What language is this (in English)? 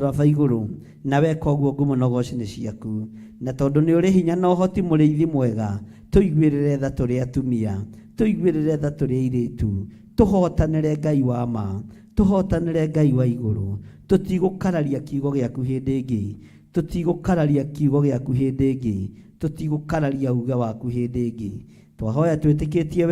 Kikuyu